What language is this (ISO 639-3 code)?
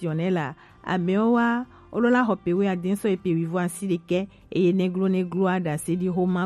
gej